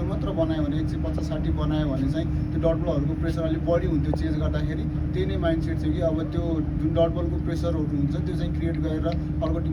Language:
Nepali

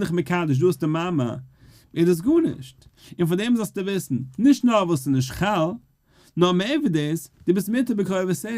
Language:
Yiddish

